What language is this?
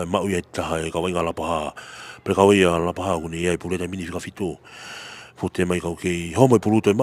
Tongan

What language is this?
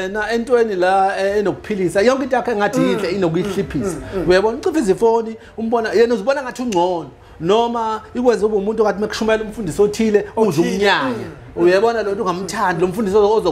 Zulu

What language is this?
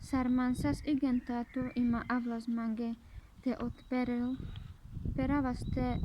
Carpathian Romani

